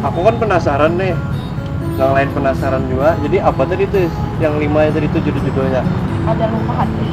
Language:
Banjar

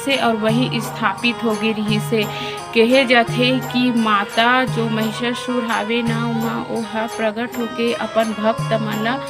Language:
Chhattisgarhi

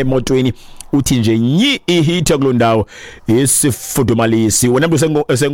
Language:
Xhosa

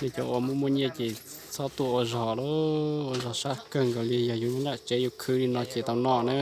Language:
Hmong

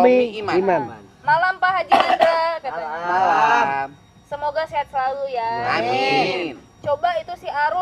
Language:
Betawi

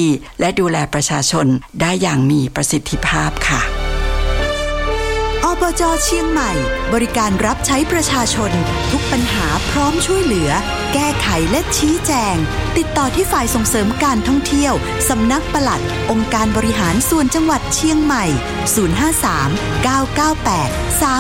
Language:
Thai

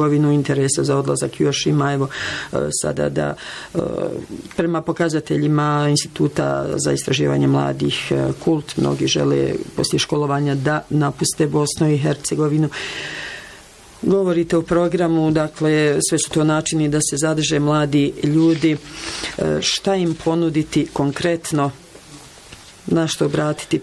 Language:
Bosnian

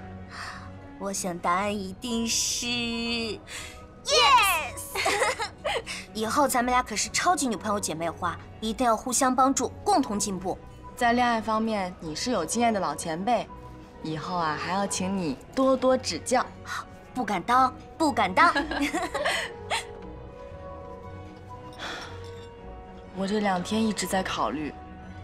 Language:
Chinese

